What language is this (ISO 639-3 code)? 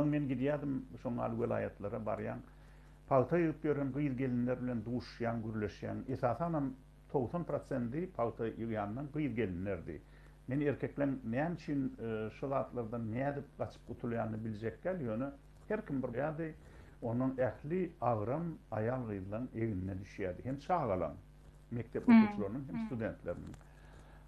tuk